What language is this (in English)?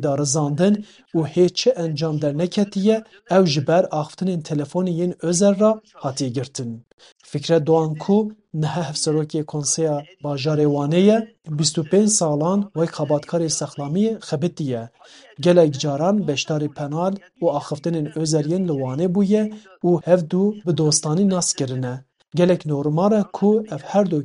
Kurdish